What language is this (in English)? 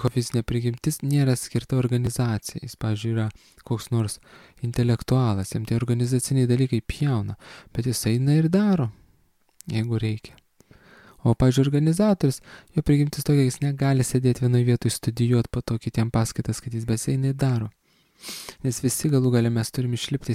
Lithuanian